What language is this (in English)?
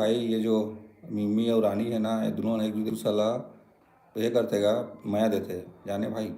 Chhattisgarhi